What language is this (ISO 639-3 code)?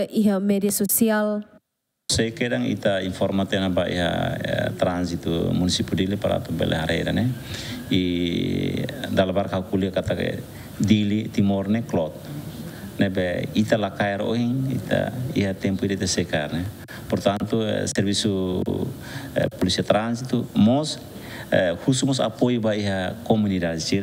tet